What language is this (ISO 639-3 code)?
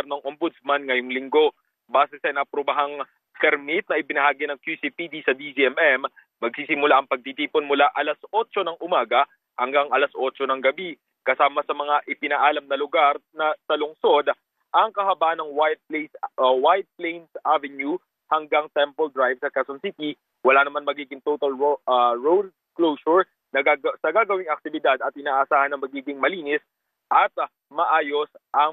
fil